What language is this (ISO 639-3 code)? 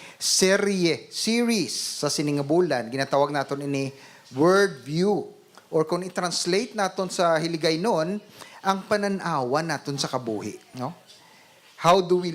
hil